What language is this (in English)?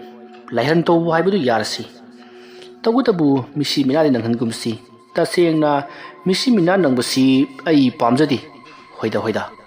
Manipuri